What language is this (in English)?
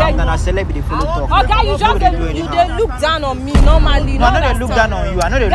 Nigerian Pidgin